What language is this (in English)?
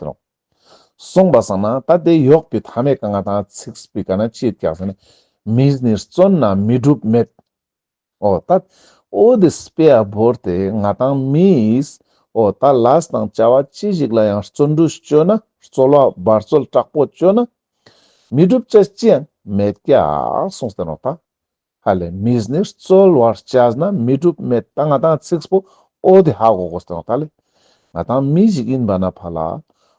Ladakhi